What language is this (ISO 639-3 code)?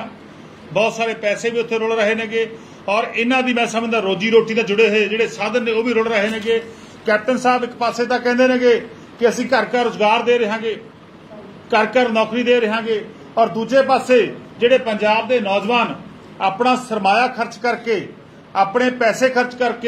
pan